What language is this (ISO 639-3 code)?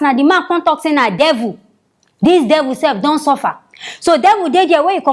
pcm